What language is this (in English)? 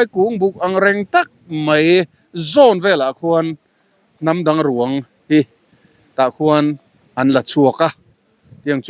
Mizo